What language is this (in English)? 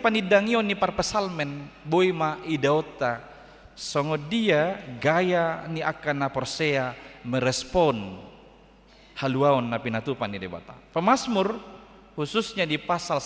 Batak Toba